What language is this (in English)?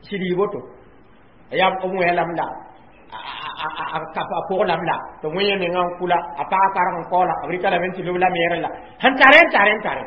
Mossi